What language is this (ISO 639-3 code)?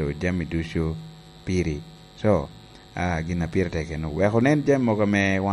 laj